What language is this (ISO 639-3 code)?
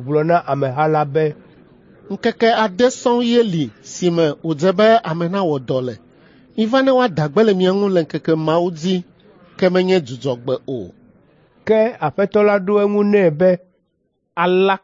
ewe